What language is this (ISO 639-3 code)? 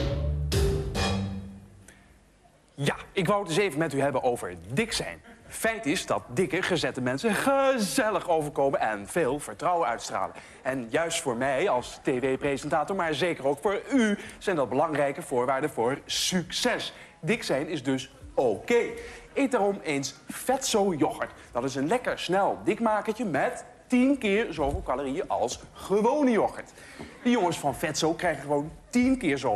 nld